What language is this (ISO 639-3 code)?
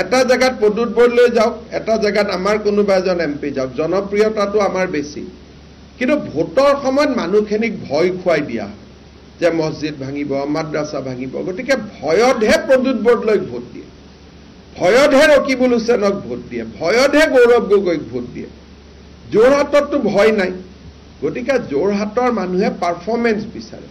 asm